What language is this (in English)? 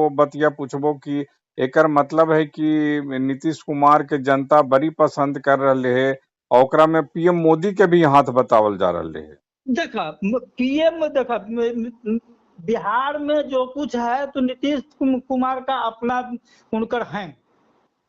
Magahi